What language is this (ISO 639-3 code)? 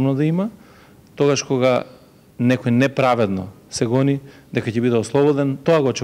mkd